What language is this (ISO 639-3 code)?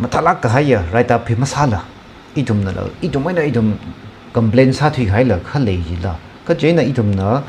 nmf